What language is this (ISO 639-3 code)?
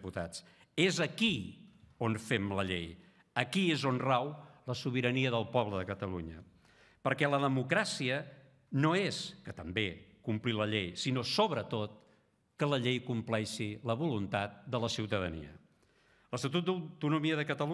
cat